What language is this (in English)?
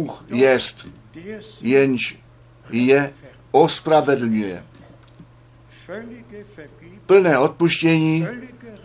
Czech